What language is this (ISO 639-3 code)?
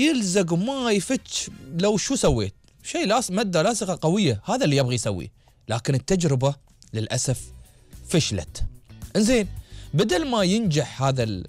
afb